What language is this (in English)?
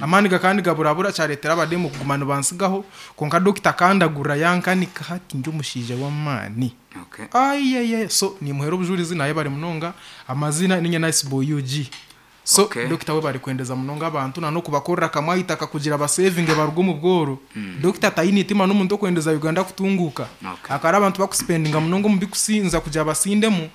Nyankole